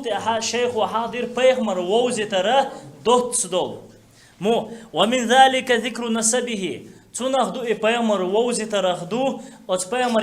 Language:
Chechen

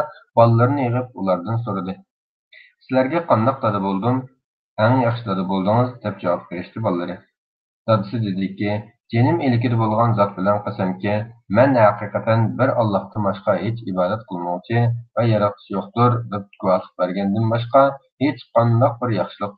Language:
Uyghur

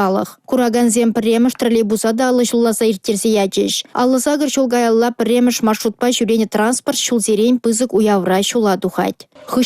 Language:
Chuvash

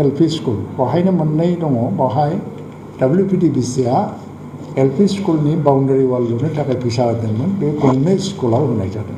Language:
Bodo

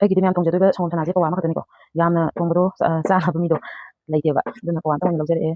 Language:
Manipuri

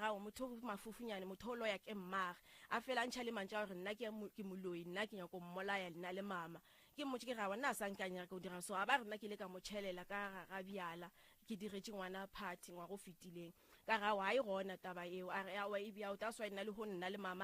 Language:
Northern Sotho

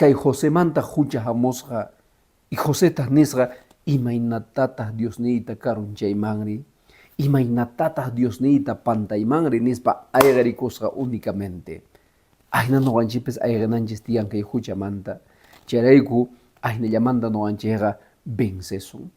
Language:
Quechua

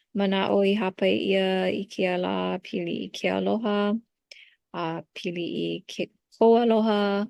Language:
Hawaiian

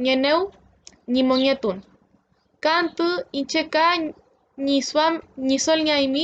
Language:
Mapuche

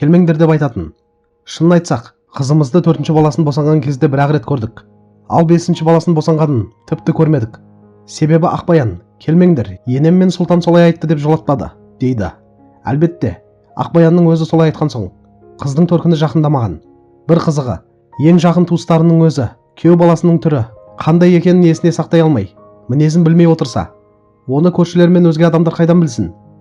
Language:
Kazakh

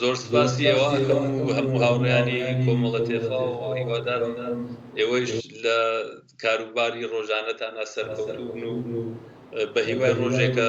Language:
Central Kurdish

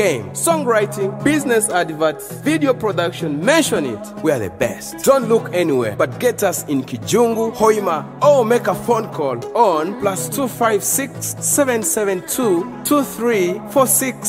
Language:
Nyoro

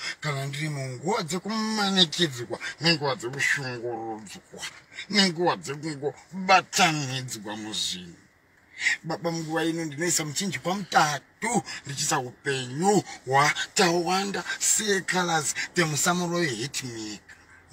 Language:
Shona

